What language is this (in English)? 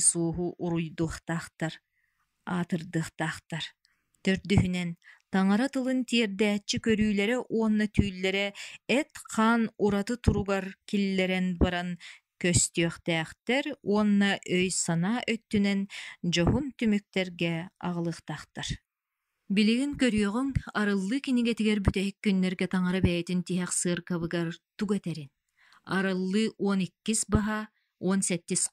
Yakut